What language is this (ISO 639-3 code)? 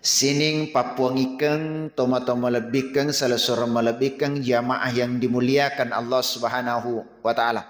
bug